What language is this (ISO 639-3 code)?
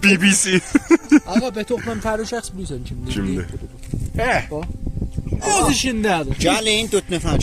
azb